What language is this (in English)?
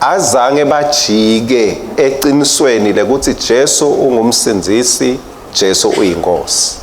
Swati